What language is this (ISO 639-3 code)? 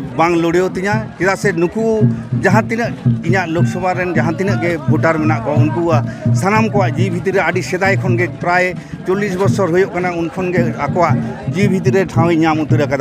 sat